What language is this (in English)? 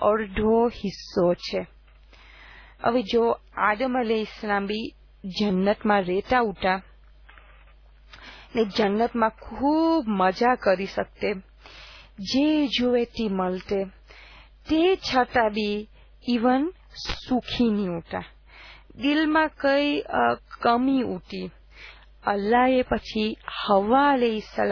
Gujarati